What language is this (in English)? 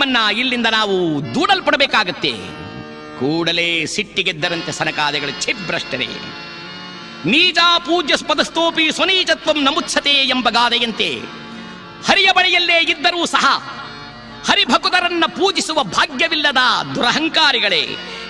Kannada